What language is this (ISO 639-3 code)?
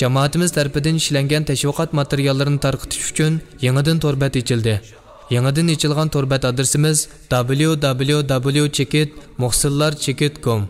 uig